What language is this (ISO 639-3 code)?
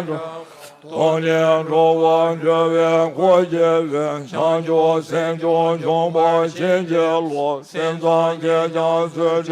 bod